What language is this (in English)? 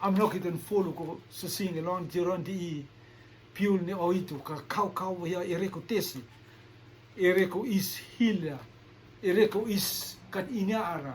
Rotuman